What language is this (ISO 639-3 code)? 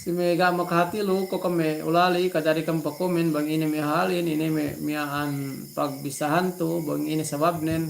yka